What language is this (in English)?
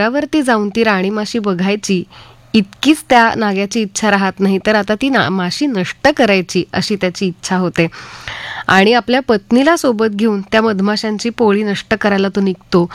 Marathi